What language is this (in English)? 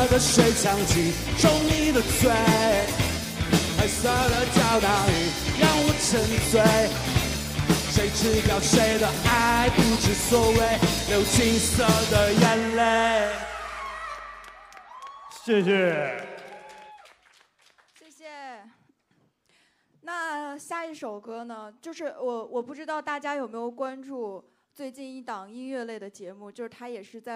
Chinese